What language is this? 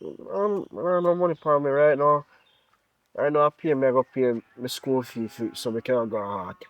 Jamaican Creole English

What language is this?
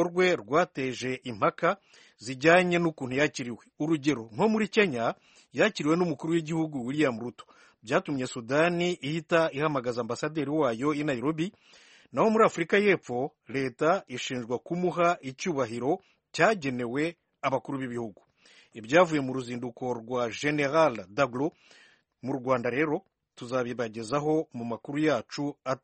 Kinyarwanda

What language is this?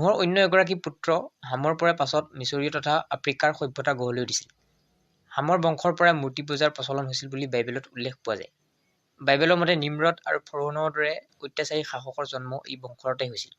Assamese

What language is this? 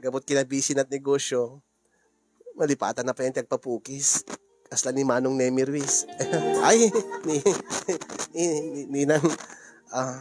Iloko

